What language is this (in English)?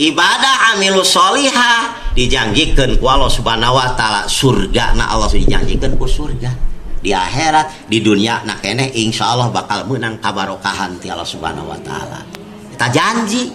Sundanese